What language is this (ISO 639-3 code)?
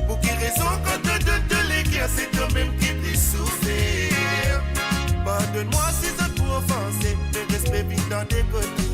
mfe